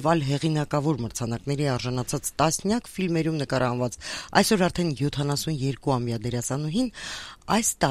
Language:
Armenian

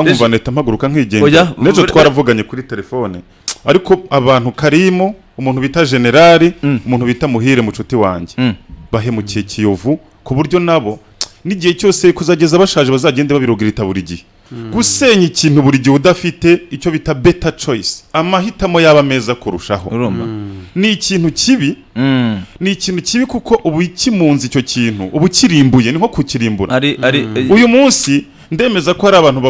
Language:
Kinyarwanda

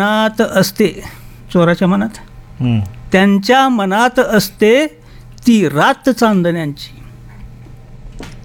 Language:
Marathi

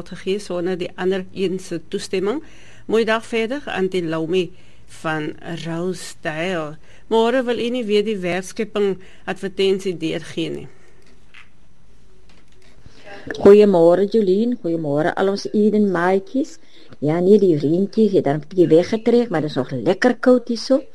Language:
Afrikaans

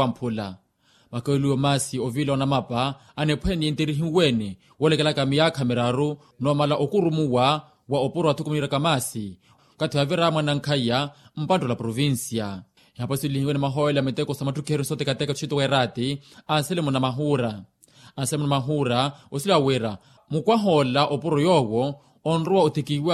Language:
Makhuwa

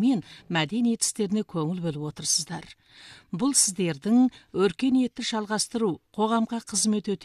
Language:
Kazakh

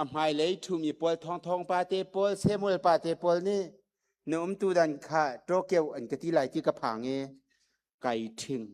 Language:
Hakha Chin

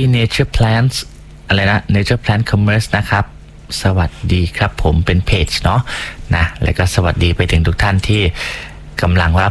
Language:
Thai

